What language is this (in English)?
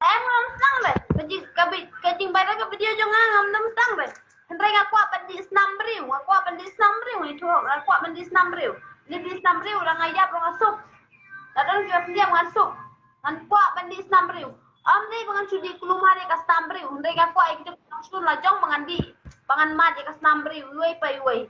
Khasi